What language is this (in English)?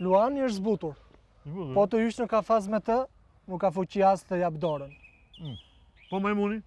Albanian